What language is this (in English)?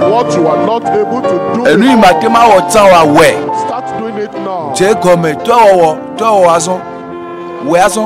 Ewe